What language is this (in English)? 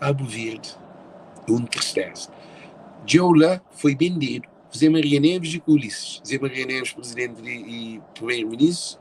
Kabuverdianu